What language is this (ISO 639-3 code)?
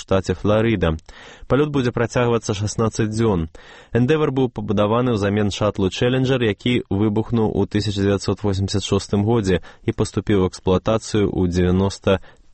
bel